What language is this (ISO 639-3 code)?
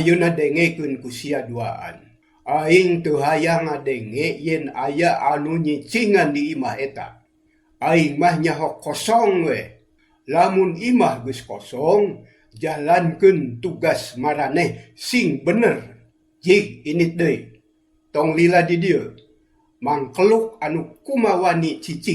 sun